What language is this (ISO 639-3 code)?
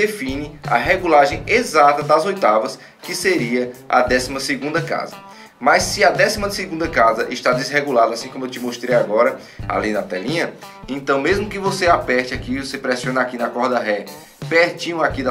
por